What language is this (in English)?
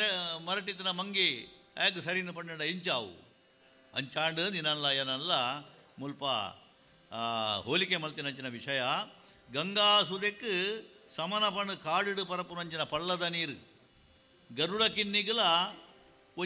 Tulu